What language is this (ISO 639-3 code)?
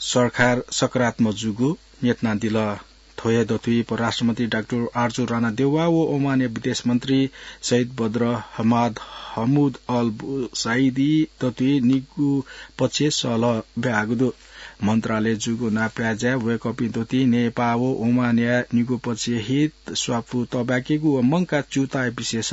new